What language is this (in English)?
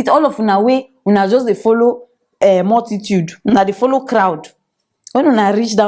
Nigerian Pidgin